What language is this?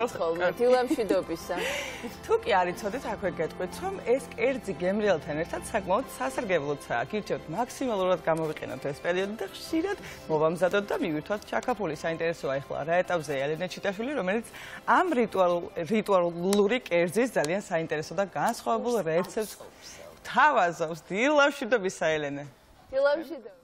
Georgian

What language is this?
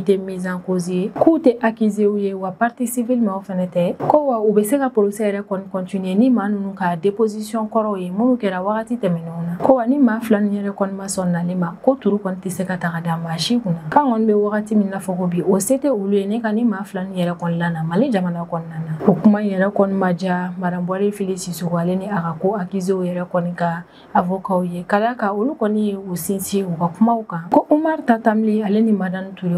Bambara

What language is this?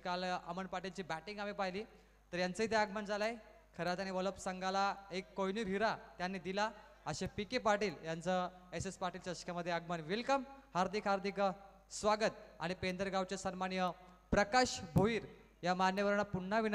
Marathi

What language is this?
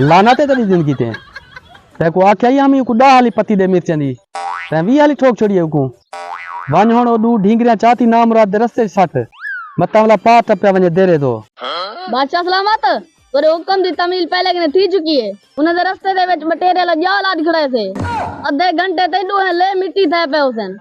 Saraiki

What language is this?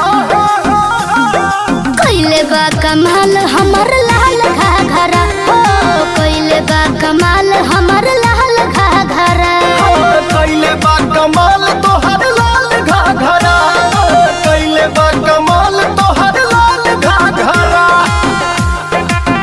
Bhojpuri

